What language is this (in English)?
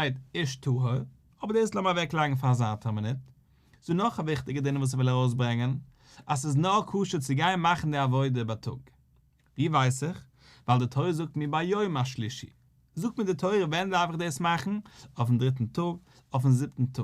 Yiddish